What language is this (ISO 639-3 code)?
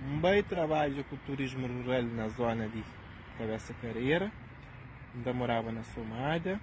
kea